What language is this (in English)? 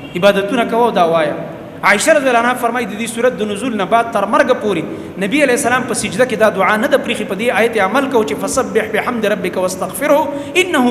Pashto